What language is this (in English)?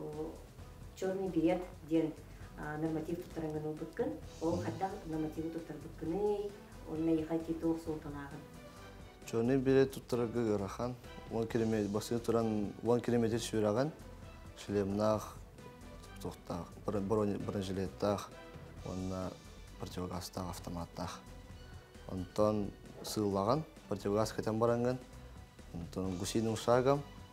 Yakut